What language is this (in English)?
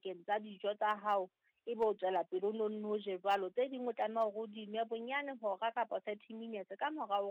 Southern Sotho